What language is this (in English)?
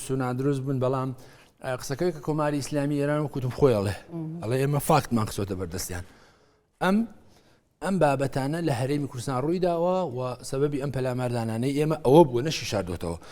Central Kurdish